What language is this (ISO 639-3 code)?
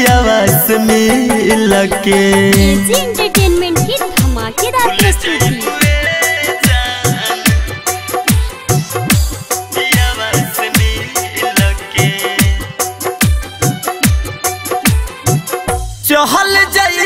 bho